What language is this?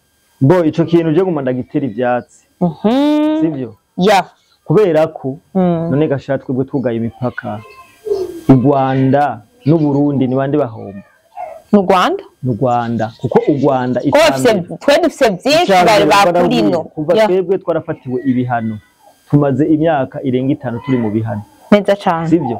Rundi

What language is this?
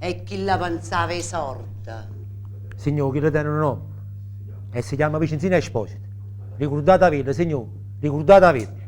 Neapolitan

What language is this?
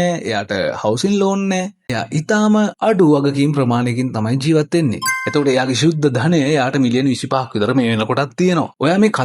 Sinhala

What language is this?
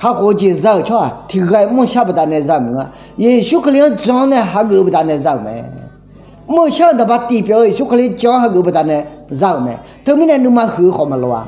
Akha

